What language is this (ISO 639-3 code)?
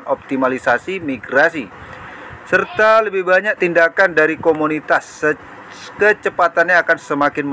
ind